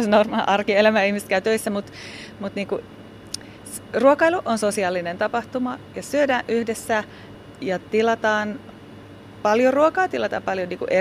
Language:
Finnish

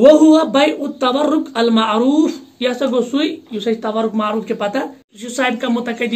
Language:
Kashmiri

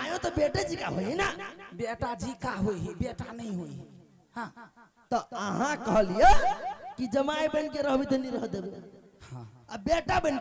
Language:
Maithili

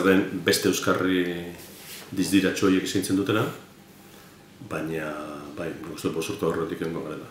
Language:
Basque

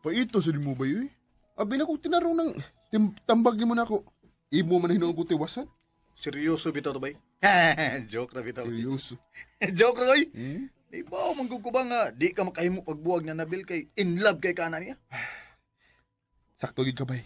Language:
Cebuano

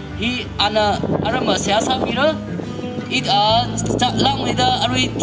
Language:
Tangkhul Naga (India)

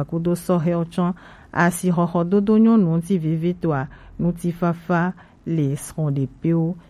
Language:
Gen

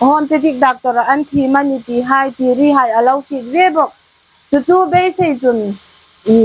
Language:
Hmar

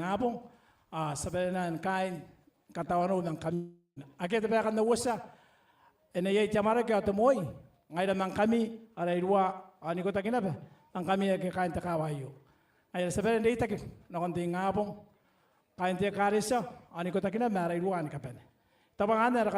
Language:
Gilbertese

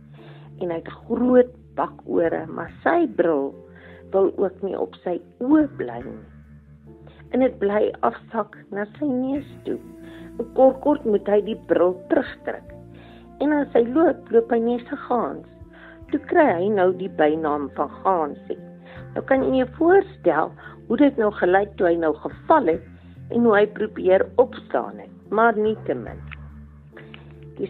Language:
Afrikaans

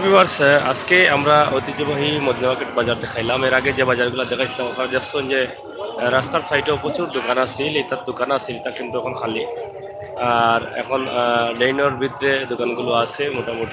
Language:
Sylheti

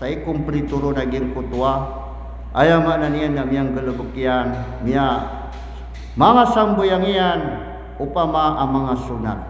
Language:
Maranao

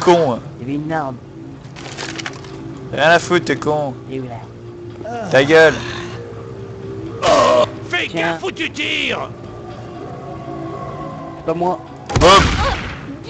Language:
French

